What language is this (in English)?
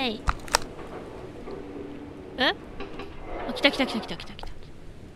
Japanese